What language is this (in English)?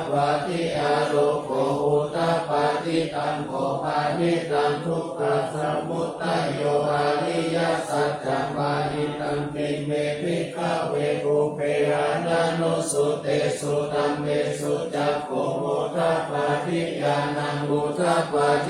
Pali